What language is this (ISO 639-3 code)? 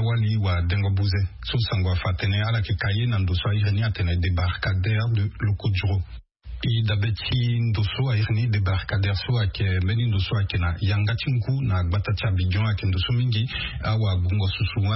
sag